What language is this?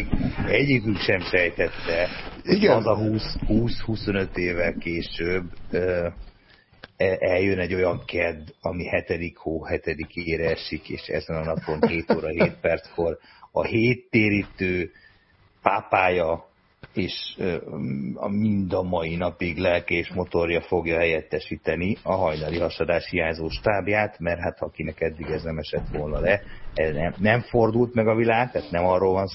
Hungarian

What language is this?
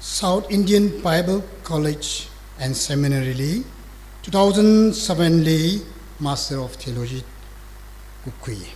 Tangkhul Naga (India)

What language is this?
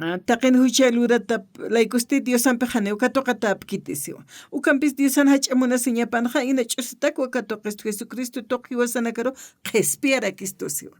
Aymara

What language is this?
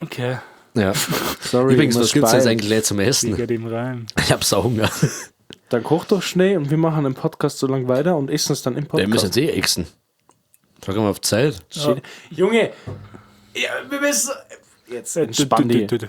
Bavarian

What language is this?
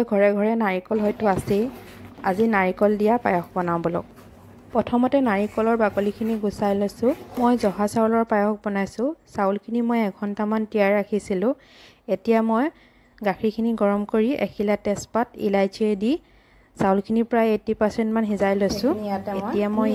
Assamese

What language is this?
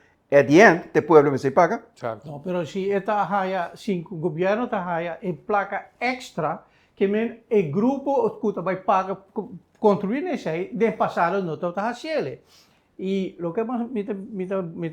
Papiamento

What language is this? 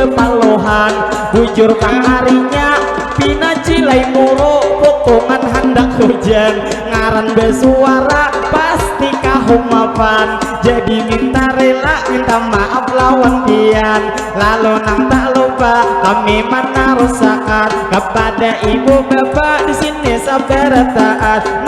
Banjar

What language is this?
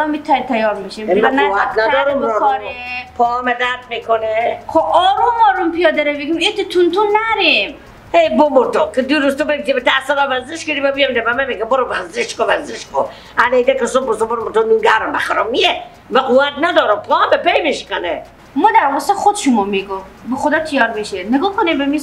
Persian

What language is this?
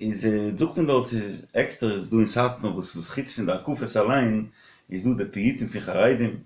Yiddish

